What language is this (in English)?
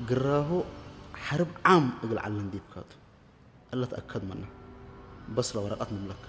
Tigrinya